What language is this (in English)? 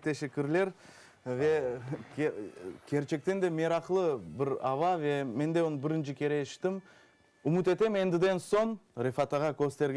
Crimean Tatar